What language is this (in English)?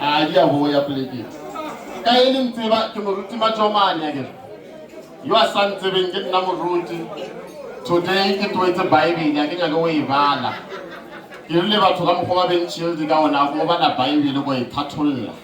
Northern Sotho